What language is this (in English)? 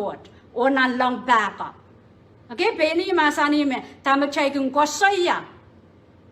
Pohnpeian